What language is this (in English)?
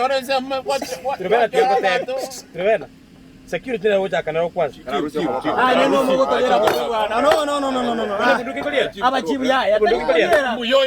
Gusii